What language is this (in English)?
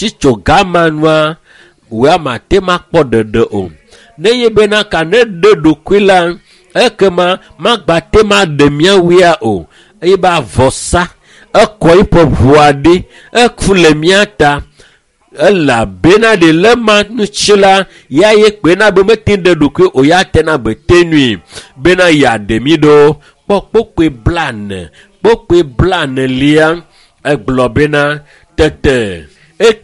Ewe